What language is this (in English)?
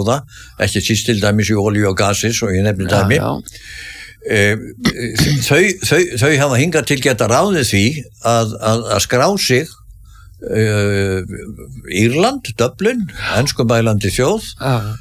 Icelandic